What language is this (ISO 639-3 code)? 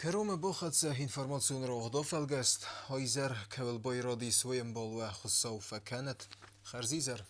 oss